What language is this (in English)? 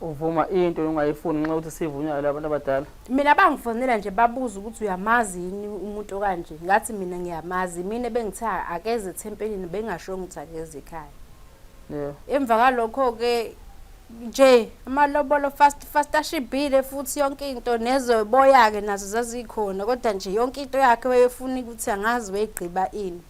Zulu